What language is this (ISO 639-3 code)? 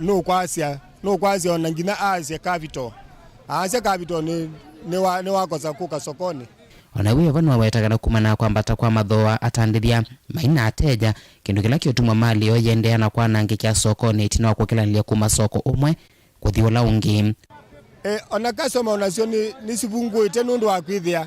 kam